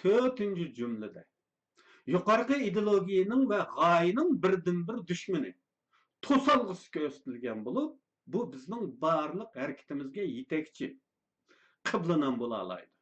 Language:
Uyghur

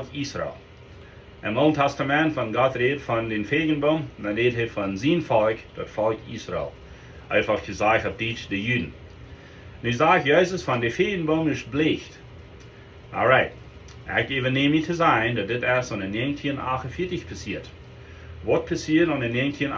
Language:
Plautdietsch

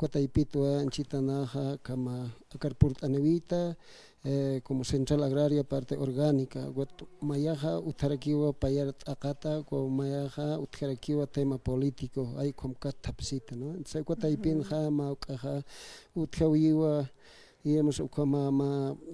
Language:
Aymara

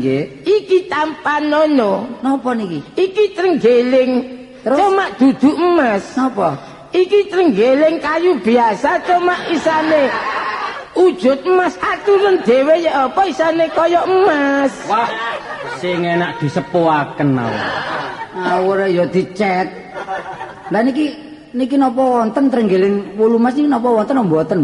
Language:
Javanese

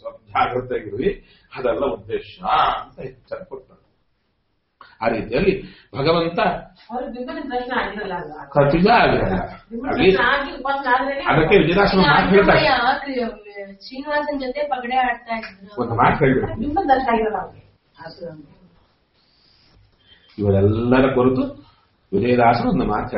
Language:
Kannada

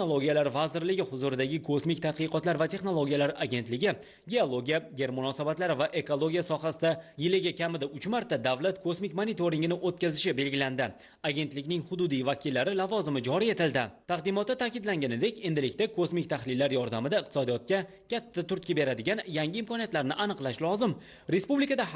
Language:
Uzbek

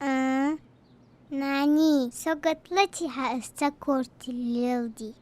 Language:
Ingush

